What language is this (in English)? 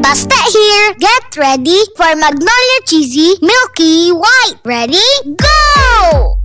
Bikol